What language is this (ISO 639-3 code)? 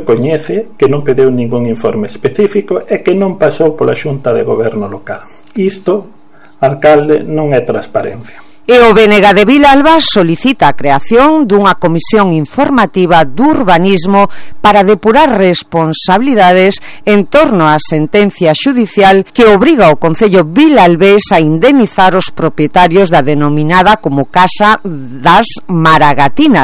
glg